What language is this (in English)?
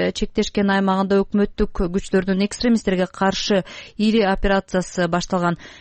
Kyrgyz